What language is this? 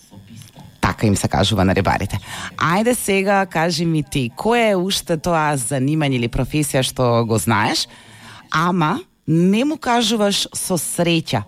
Macedonian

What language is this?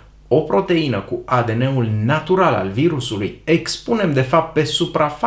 Romanian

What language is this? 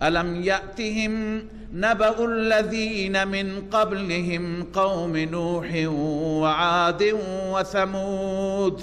Persian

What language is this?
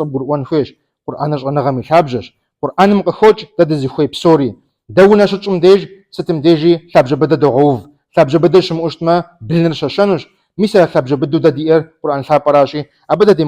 Kabardian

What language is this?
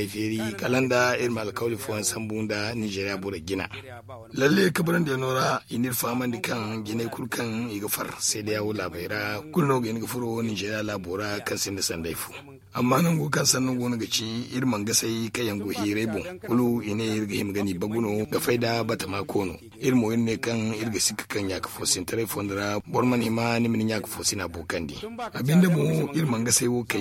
Zarma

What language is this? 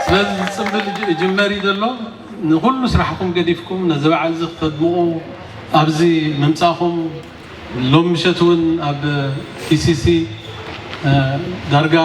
Tigrinya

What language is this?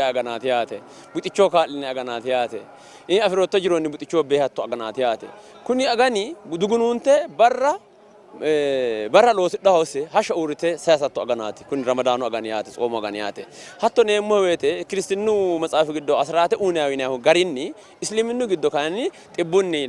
Sidamo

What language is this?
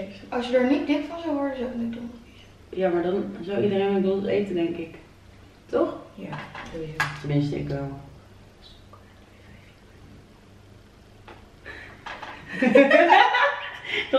Dutch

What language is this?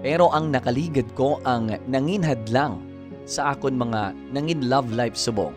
Hiligaynon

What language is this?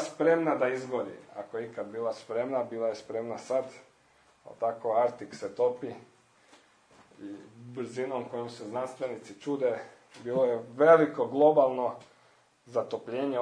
Croatian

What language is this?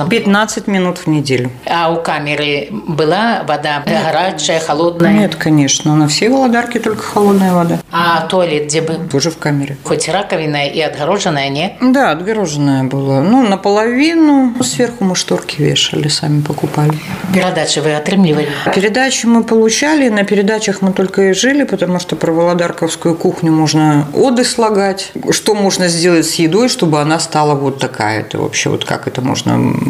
Russian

